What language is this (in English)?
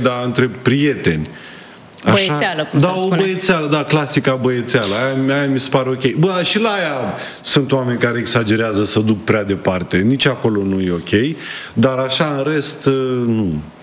Romanian